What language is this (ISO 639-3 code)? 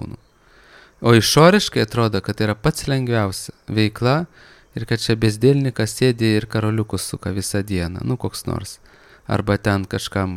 lit